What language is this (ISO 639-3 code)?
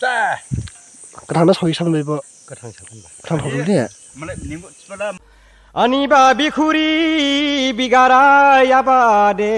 dis